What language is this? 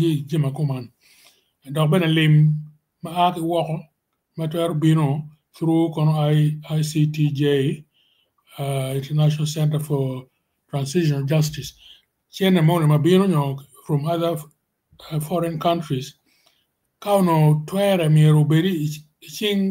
Acoli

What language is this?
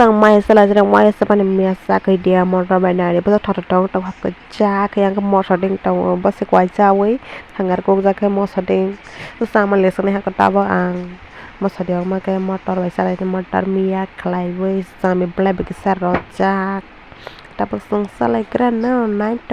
Kok Borok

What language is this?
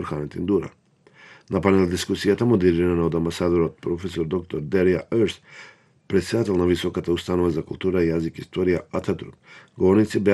Macedonian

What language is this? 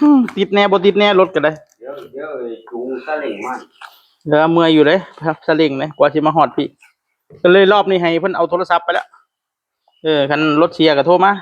Northeastern Thai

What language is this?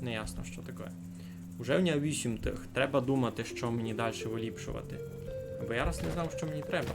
Rusyn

